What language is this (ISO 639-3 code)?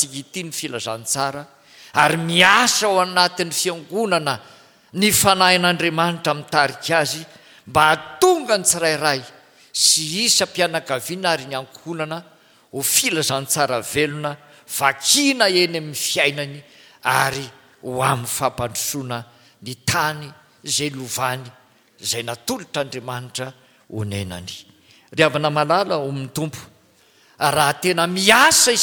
mlg